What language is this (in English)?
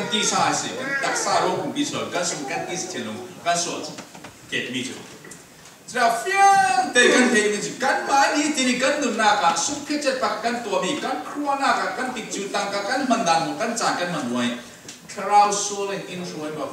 Falam Chin